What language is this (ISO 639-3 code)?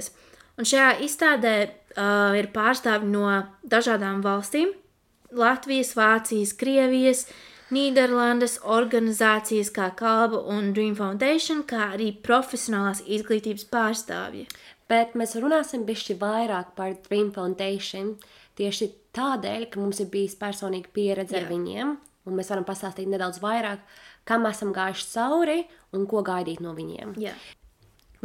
lav